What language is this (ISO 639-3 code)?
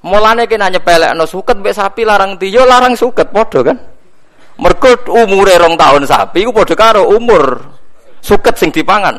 jav